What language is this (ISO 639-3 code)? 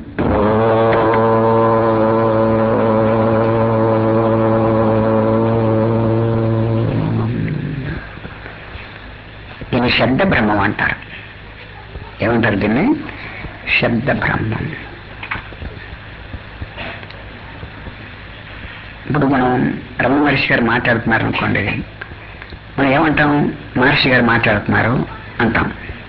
tel